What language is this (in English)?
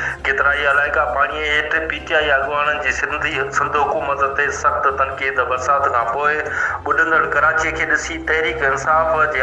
Sindhi